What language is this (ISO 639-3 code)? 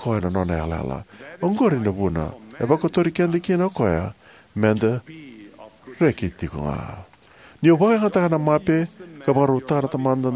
fij